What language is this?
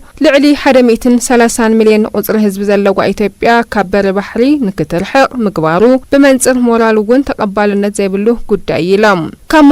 Tigrinya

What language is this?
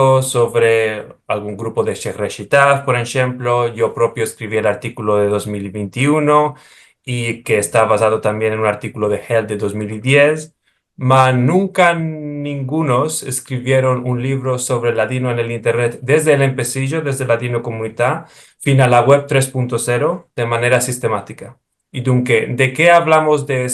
Ladino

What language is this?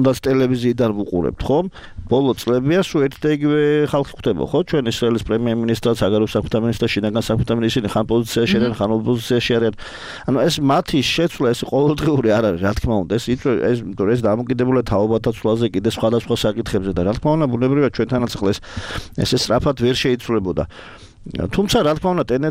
Georgian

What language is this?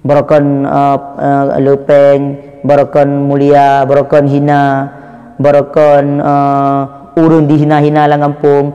Achinese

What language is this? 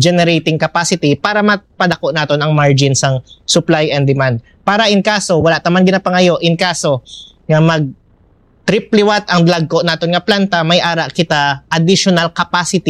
Hiligaynon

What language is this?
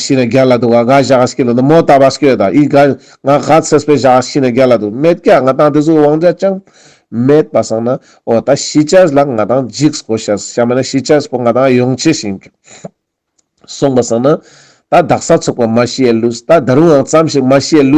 Ladakhi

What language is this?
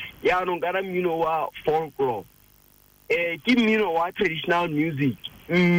Tswana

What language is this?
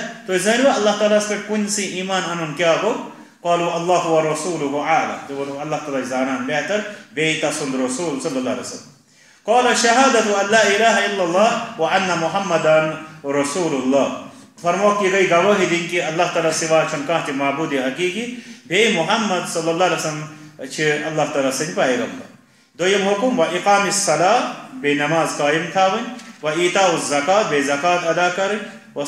Kashmiri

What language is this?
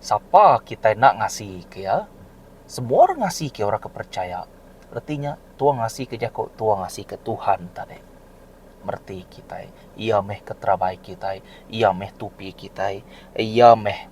Iban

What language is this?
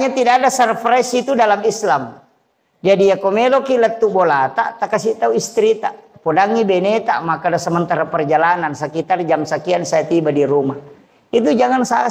Buginese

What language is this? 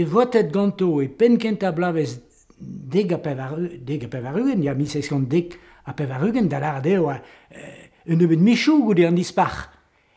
Breton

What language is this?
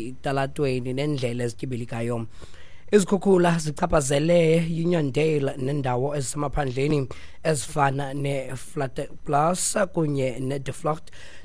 Xhosa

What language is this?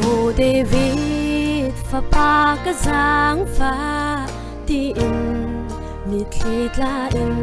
Hakha Chin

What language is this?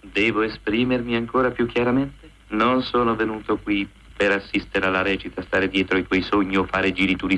Italian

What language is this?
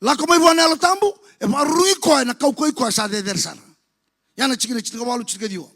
Fijian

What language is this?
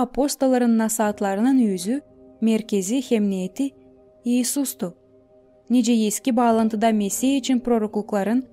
Gagauz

